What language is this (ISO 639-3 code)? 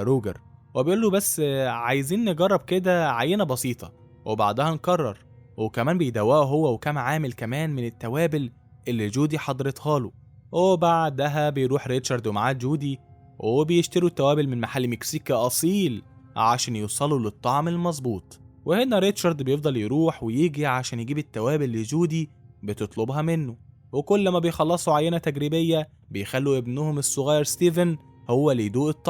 arz